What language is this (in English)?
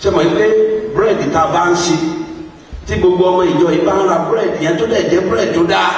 Yoruba